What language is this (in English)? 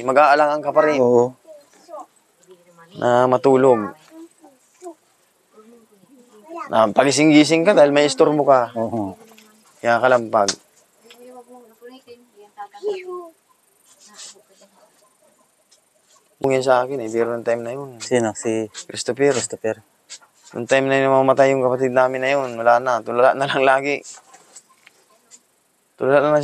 Filipino